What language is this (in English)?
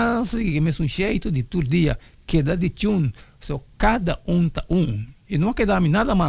Papiamento